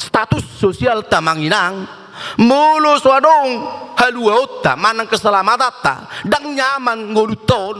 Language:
Batak Toba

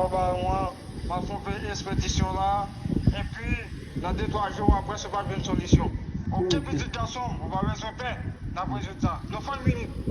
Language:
Haitian Creole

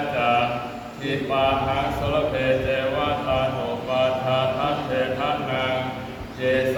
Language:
Pali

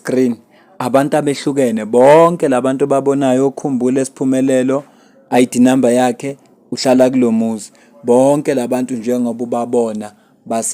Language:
Zulu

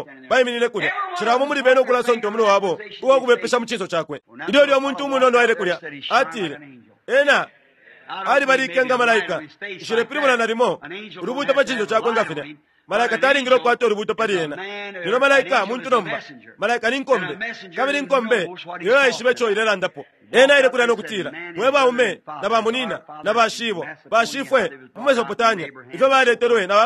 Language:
Bemba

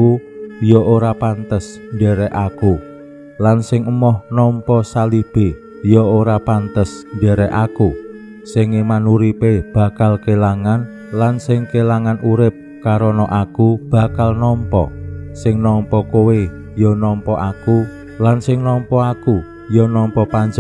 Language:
Javanese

